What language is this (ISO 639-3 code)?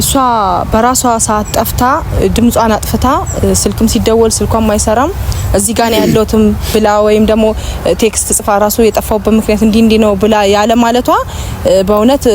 amh